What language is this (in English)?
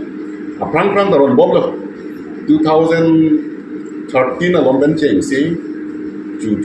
Karbi